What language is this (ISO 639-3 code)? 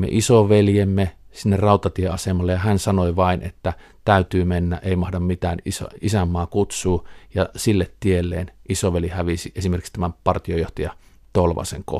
fin